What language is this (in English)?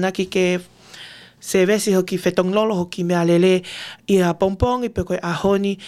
Tongan